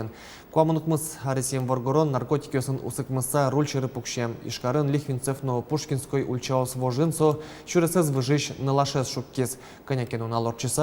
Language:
Udmurt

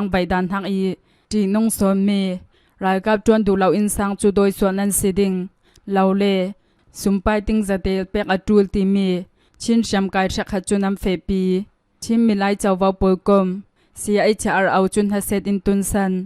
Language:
Hakha Chin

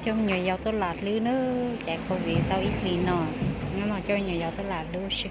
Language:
Hmong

